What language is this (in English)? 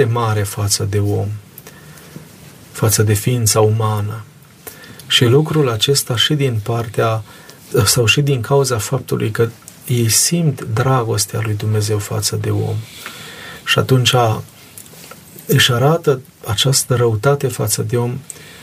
Romanian